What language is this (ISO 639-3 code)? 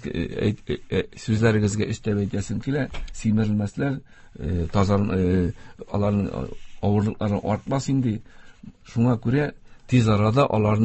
tat